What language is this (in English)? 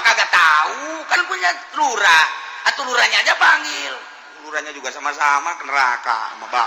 Sundanese